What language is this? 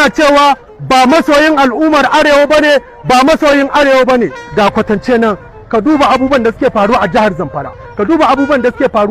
Hausa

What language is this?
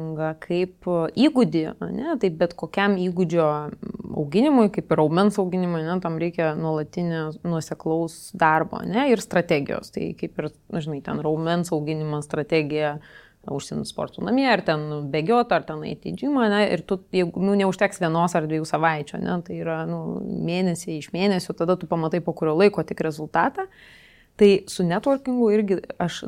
Lithuanian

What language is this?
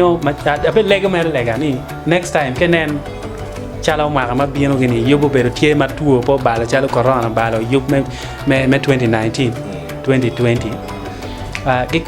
Acoli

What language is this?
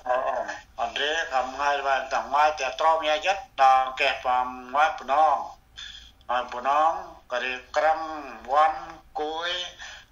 Central Mnong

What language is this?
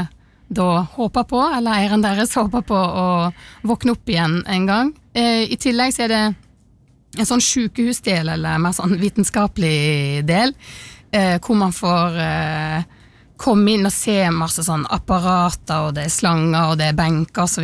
Norwegian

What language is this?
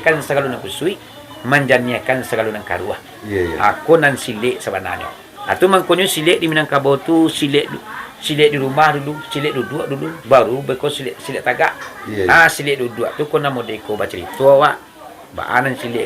Minangkabau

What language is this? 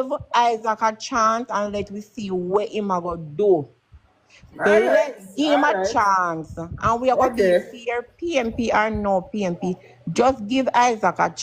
Jamaican Creole English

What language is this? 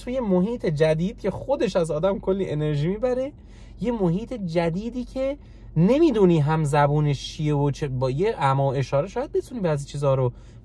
Persian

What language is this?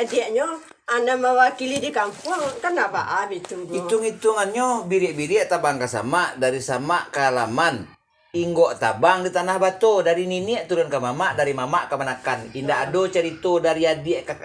Minangkabau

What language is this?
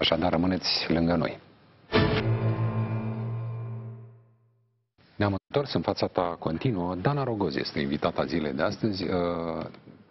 Romanian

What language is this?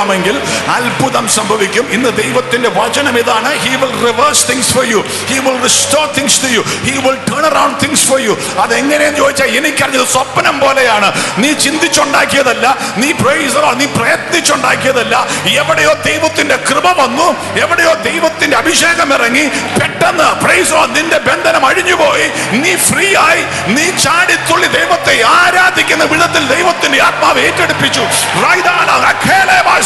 Malayalam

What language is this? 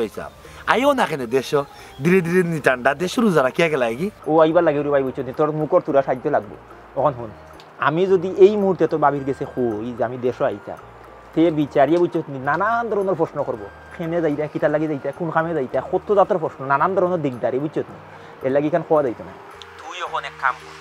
Sylheti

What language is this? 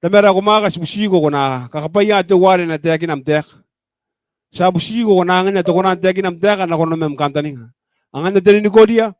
Gilbertese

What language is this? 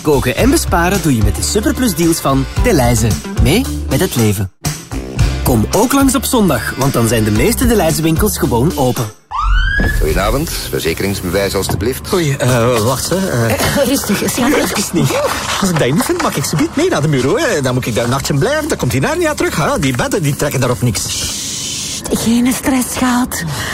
Dutch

